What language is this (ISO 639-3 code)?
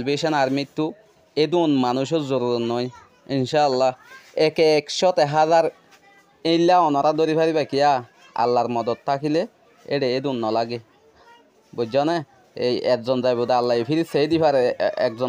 rhg